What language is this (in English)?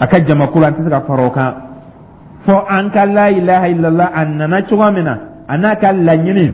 Dyula